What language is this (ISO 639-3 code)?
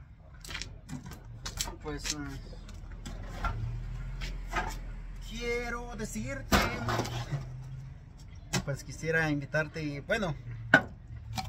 spa